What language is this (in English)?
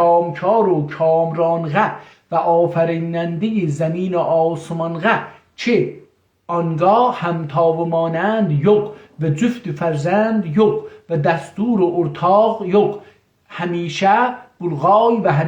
South Azerbaijani